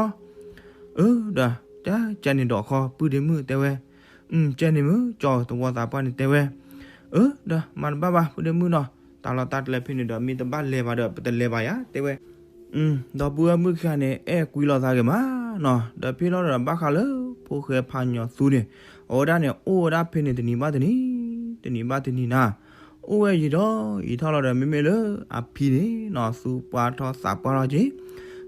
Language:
S'gaw Karen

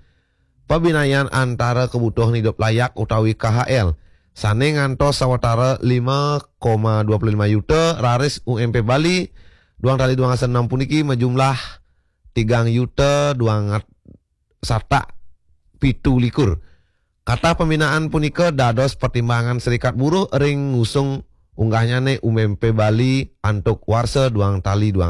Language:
Balinese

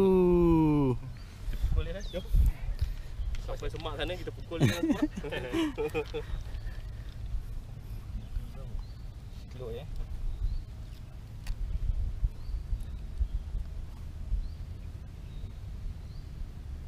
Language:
Malay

